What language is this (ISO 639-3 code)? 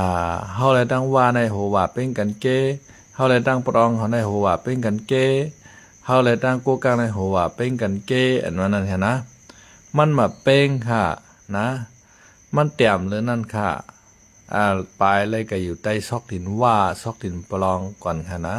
shn